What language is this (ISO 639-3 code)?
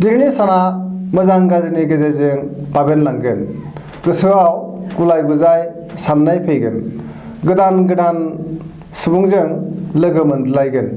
brx